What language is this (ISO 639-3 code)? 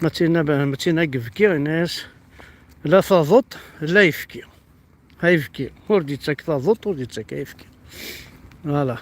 kab